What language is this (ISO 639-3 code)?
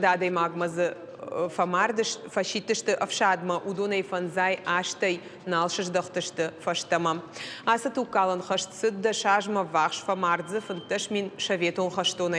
oss